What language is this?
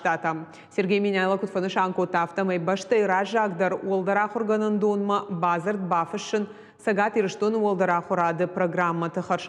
Ossetic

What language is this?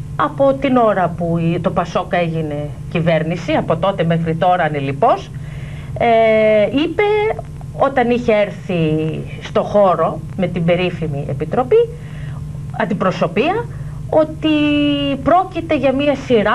Greek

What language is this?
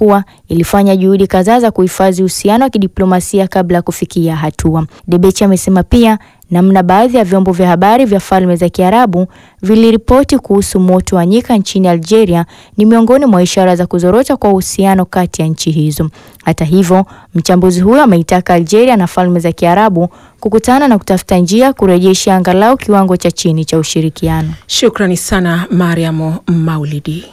Swahili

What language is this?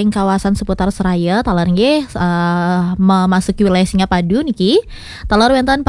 Balinese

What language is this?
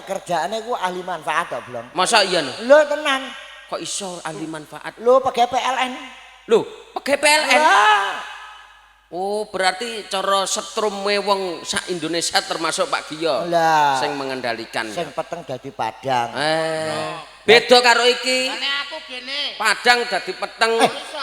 Javanese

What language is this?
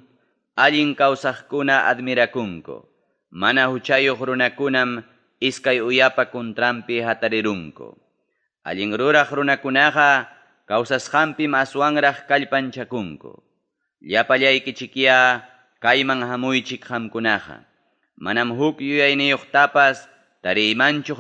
Ayacucho Quechua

